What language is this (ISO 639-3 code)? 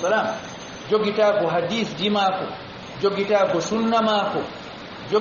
ful